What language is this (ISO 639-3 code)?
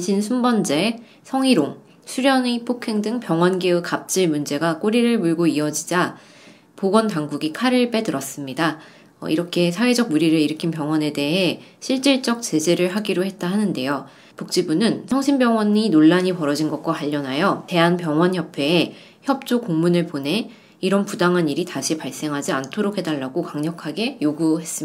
kor